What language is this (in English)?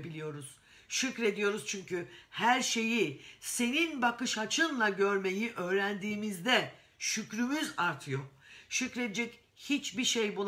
Turkish